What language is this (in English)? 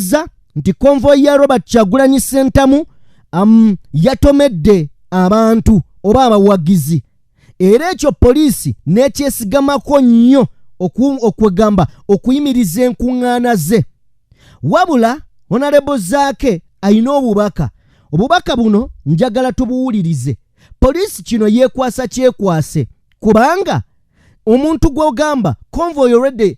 Ganda